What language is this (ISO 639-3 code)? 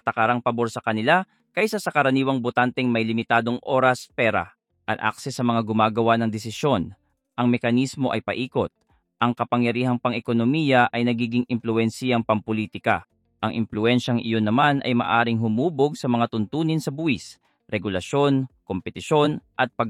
fil